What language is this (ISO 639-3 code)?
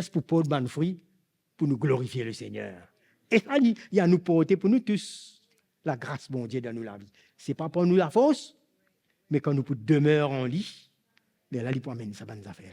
mfe